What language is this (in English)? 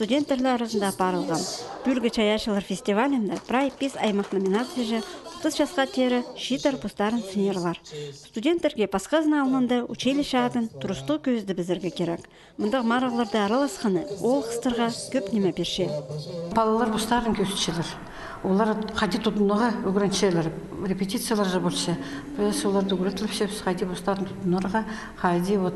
Khakas